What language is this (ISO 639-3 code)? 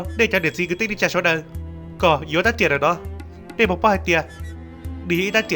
hmn